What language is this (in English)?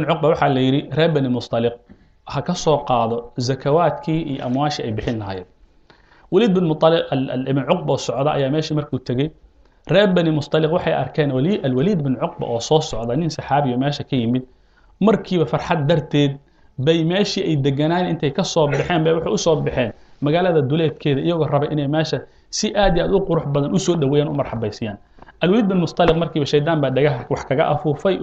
Somali